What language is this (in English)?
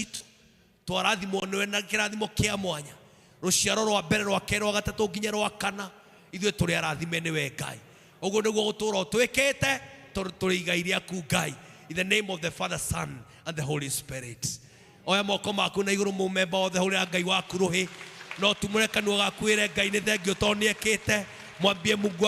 Kikuyu